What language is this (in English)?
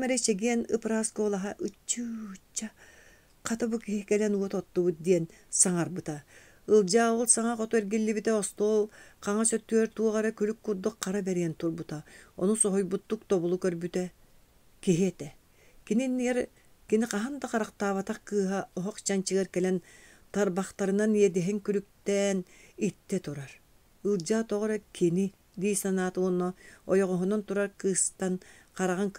Yakut